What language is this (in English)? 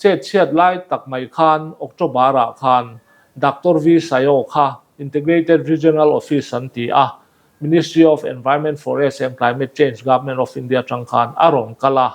Mizo